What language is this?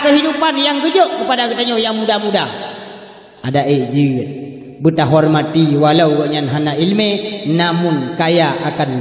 Achinese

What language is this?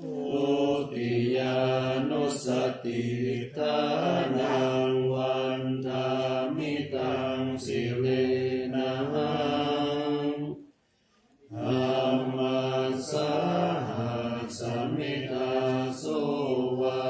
Pali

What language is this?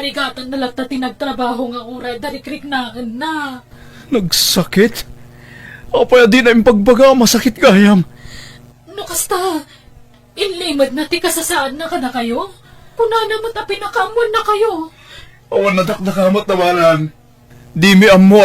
Iloko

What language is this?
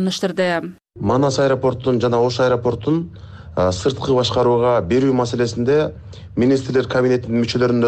Kyrgyz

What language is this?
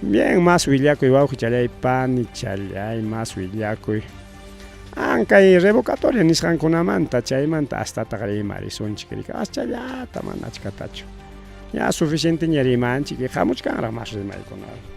Ayacucho Quechua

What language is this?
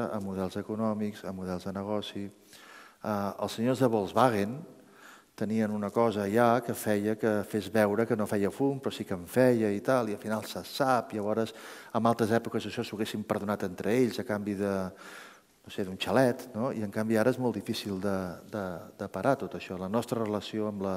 Catalan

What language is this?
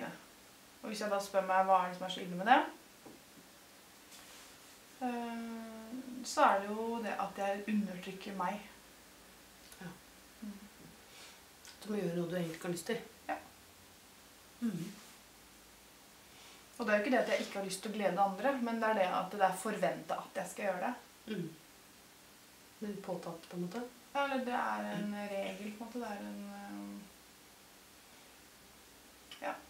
Norwegian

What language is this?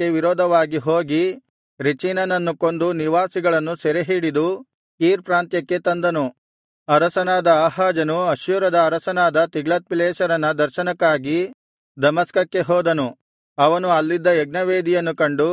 Kannada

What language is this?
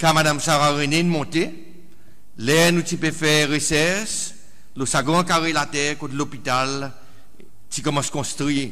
Seselwa Creole French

